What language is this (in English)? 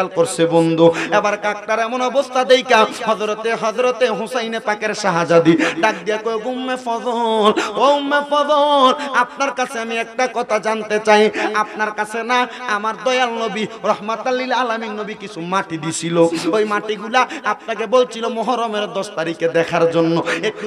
Bangla